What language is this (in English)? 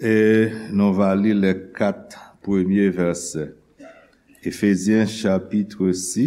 Haitian Creole